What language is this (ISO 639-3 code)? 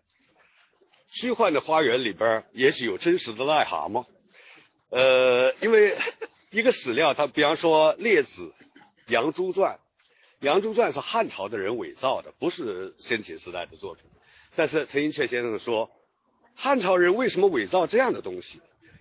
zho